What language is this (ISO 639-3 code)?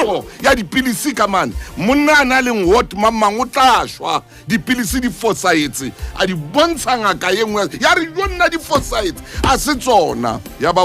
sot